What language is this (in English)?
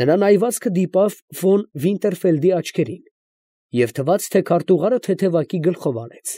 Armenian